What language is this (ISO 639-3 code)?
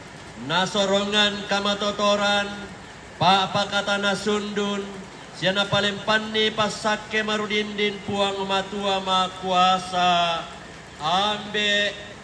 sda